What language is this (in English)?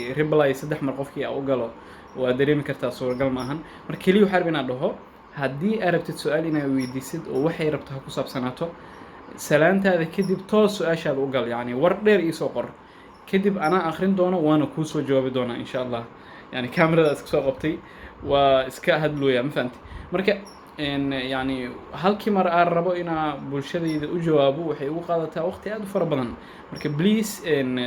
Somali